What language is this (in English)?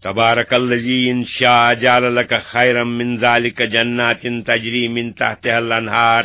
Kashmiri